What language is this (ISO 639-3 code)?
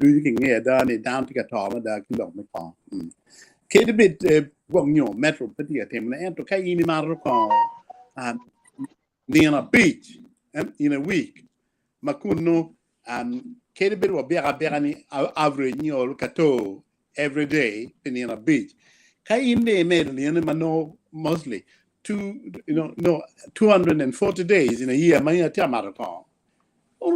ach